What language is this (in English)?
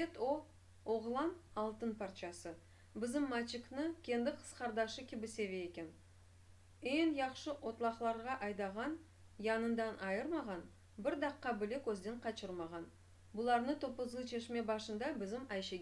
Crimean Tatar